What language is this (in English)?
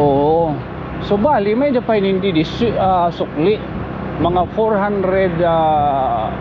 Waray